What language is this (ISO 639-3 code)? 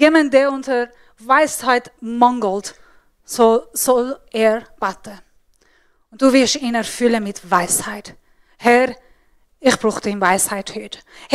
gsw